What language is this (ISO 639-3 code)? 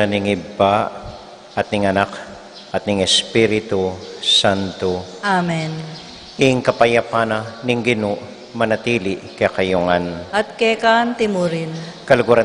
pam